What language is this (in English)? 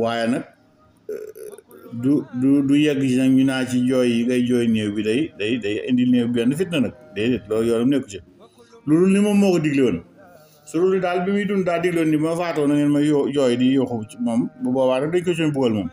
Wolof